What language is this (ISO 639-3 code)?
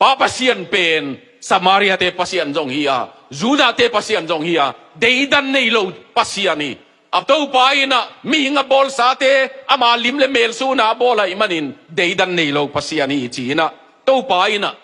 ctd